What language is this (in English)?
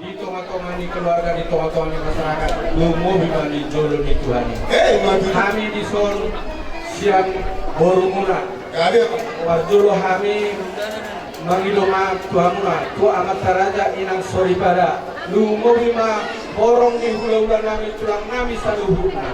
Batak Toba